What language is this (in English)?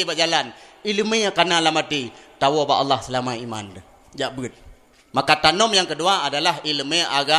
Achinese